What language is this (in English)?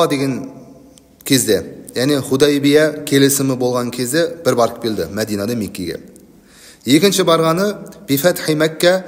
Kazakh